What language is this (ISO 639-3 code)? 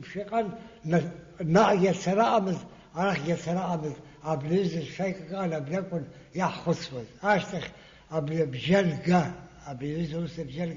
abk